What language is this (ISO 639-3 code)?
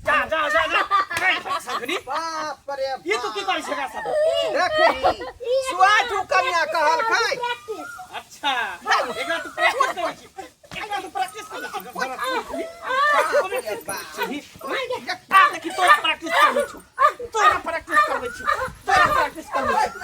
mai